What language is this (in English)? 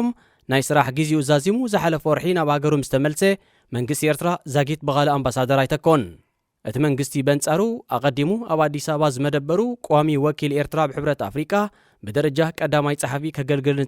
Tigrinya